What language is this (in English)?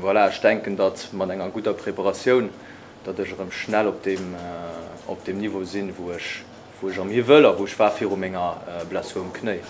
Luxembourgish